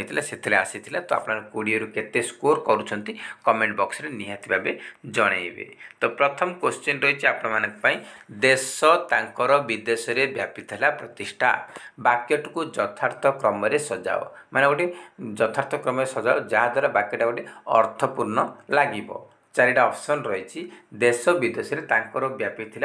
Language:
Odia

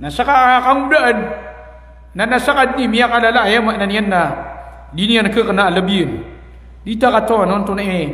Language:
Maranao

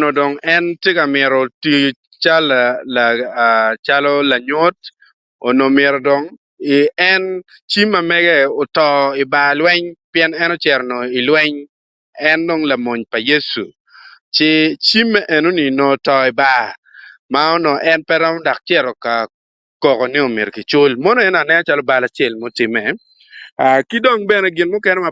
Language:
Acoli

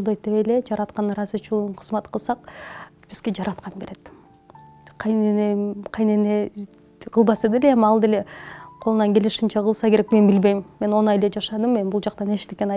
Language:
Kyrgyz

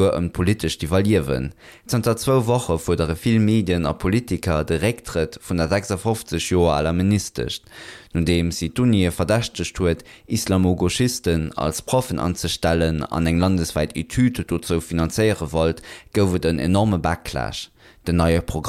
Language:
Luxembourgish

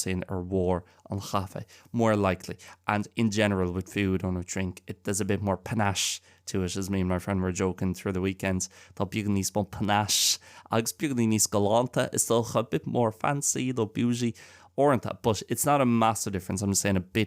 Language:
Irish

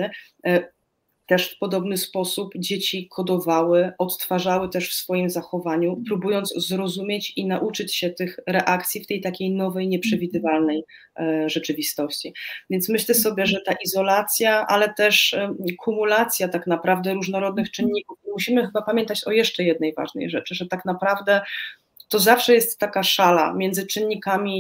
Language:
Polish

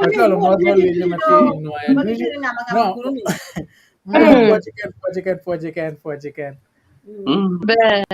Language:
Acoli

